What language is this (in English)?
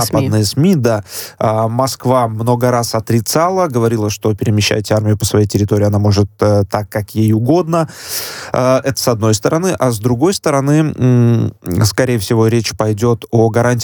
Russian